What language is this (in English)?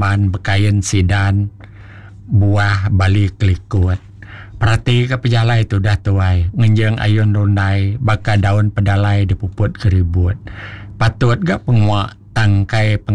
Iban